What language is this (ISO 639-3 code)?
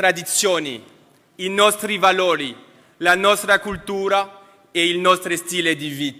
ita